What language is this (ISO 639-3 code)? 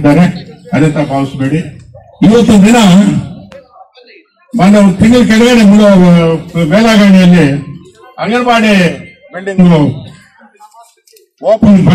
kan